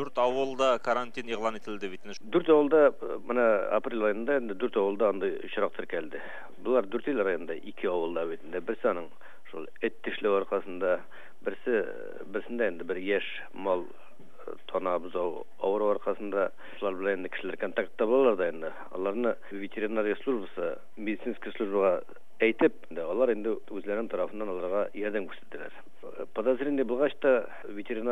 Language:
Tatar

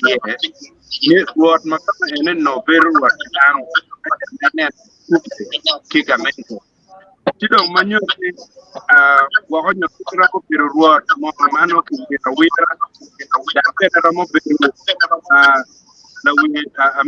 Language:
Acoli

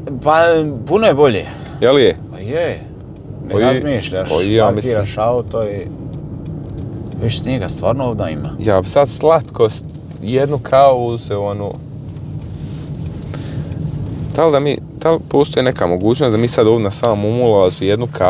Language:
Croatian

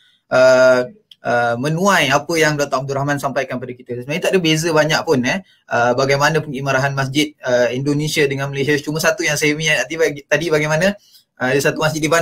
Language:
Malay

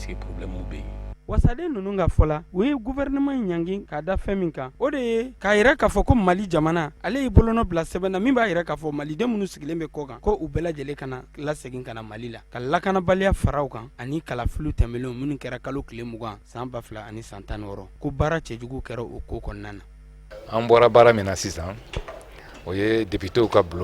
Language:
Bambara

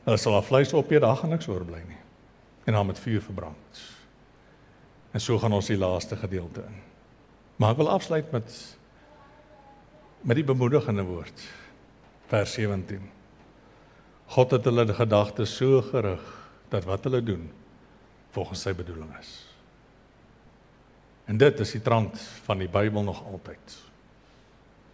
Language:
Afrikaans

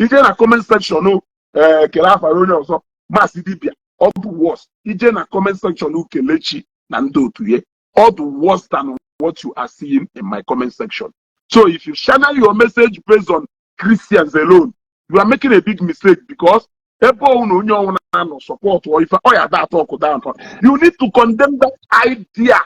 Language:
Igbo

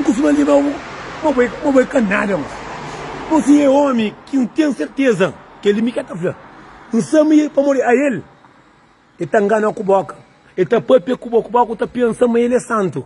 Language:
Kabuverdianu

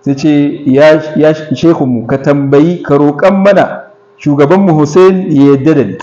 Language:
Hausa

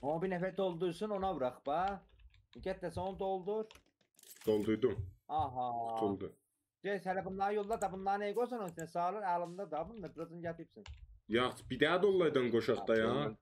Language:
South Azerbaijani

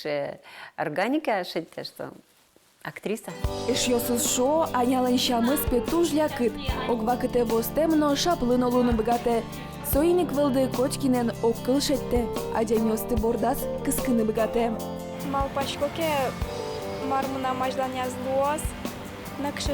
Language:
Udmurt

